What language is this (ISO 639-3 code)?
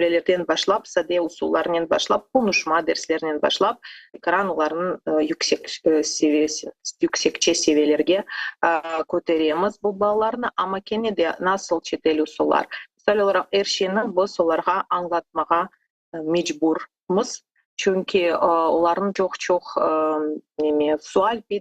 crh